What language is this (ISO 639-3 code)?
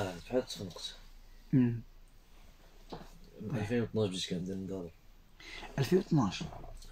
ara